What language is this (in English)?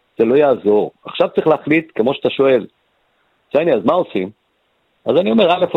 Hebrew